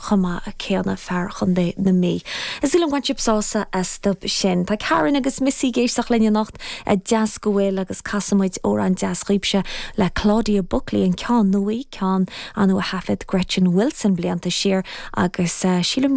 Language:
Irish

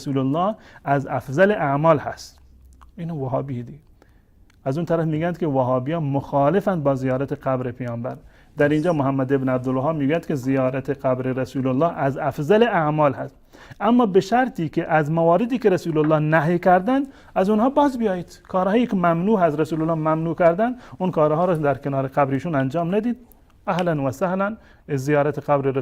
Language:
Persian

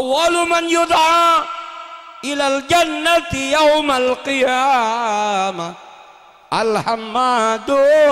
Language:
Madurese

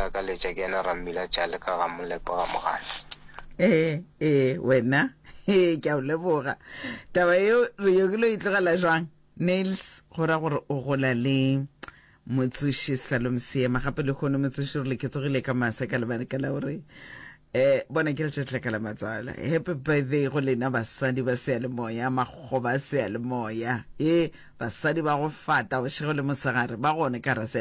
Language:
Northern Sotho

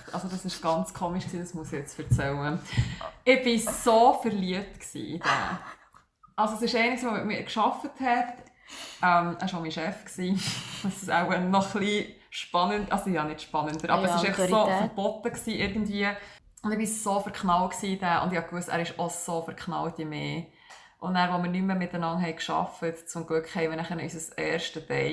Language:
Swiss German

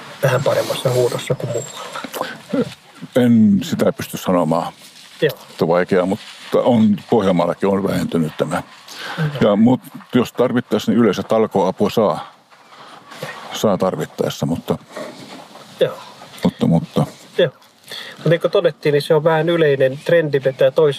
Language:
Finnish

